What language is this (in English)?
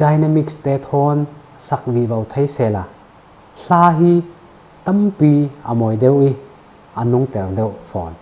Falam Chin